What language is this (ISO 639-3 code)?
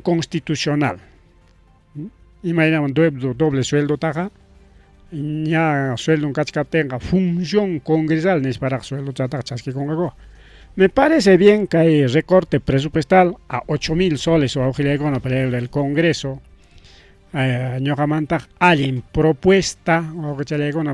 quy